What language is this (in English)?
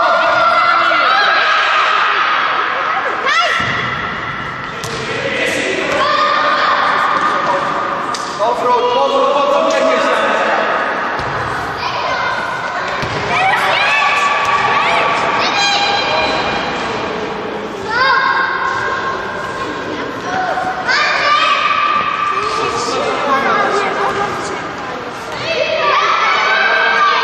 Polish